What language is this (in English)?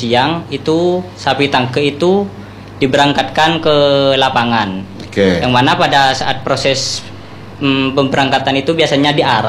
Indonesian